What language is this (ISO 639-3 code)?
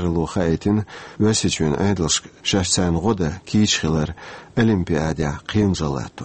che